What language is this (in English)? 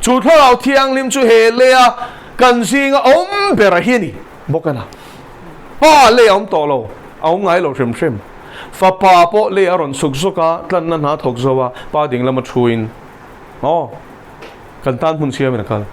Mizo